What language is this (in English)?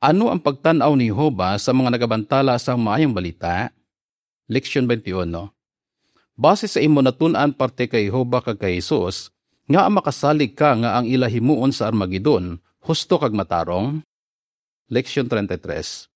Hiligaynon